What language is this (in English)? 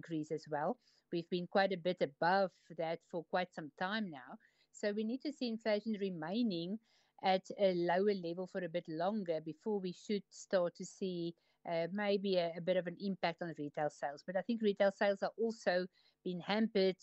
English